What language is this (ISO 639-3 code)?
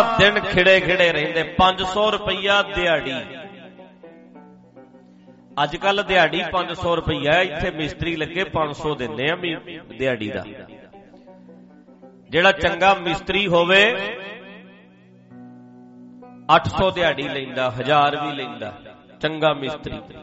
pan